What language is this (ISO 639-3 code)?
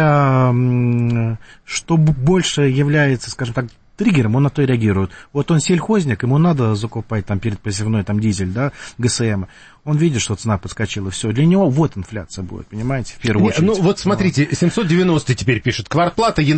rus